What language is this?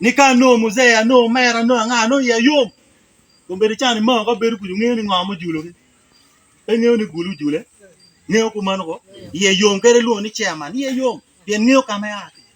Acoli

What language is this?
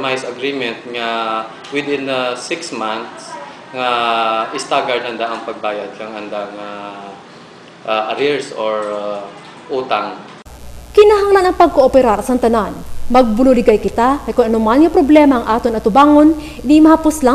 Hiligaynon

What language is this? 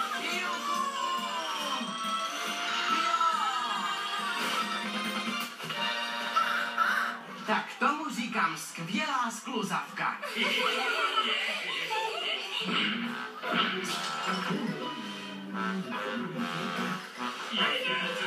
Czech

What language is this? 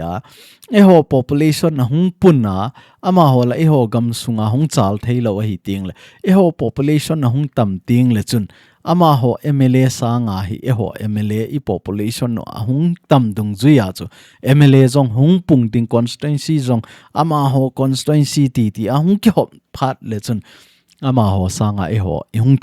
Thado Chin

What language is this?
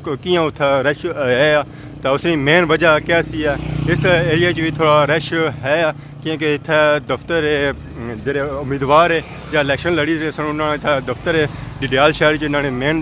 Pahari-Potwari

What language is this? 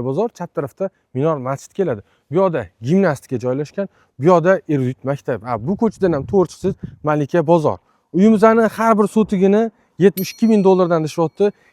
Uzbek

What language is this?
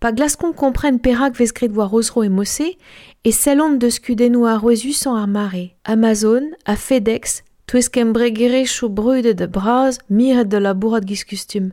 Breton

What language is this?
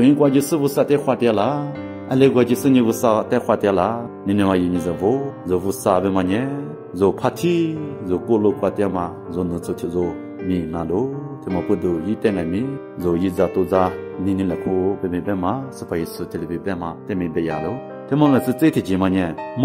Lisu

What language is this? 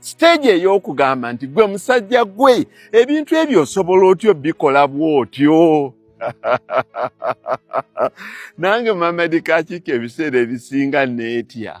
Ganda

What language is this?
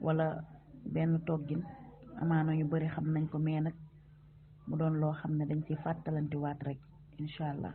Wolof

